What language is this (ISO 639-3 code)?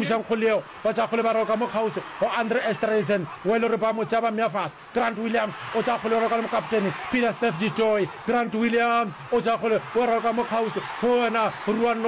nso